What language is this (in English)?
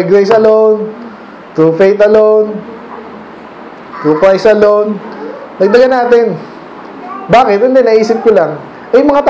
Filipino